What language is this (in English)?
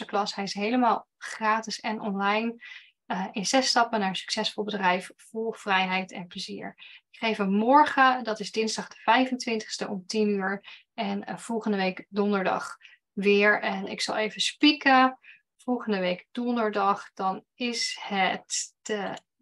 Dutch